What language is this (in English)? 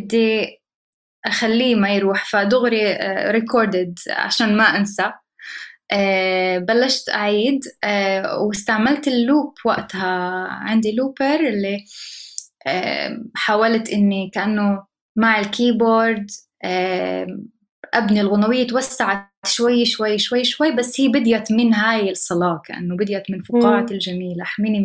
North Levantine Arabic